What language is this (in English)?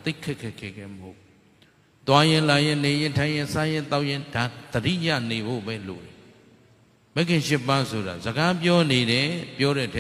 Burmese